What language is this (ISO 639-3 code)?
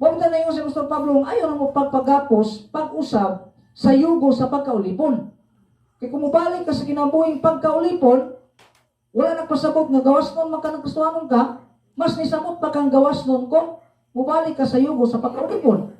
ceb